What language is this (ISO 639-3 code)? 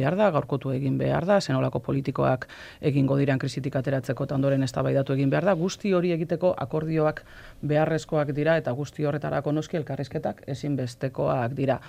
eus